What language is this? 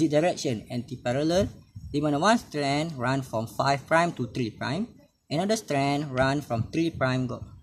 Malay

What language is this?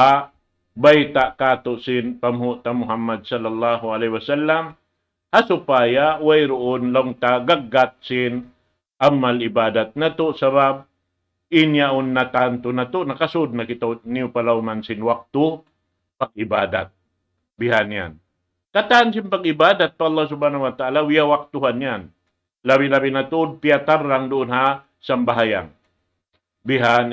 Tausug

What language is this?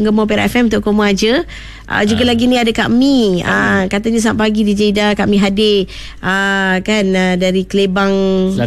Malay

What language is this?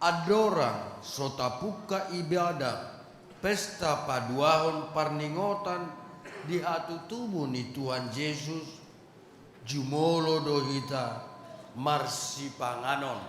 Batak Toba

